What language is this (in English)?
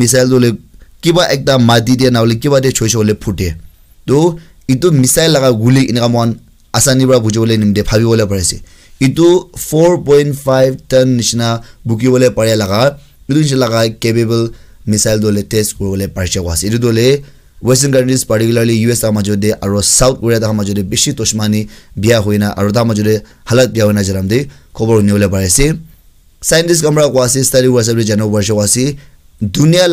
Naga Pidgin